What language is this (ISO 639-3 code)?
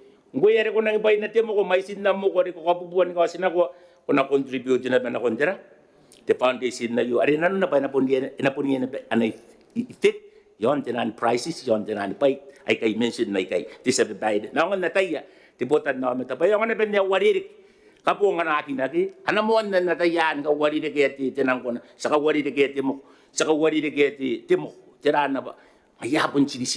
gil